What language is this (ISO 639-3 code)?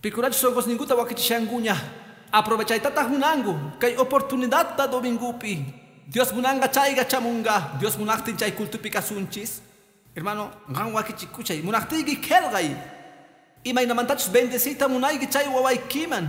que